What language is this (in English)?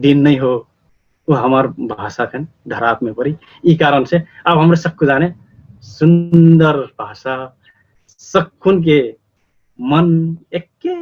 Dangaura Tharu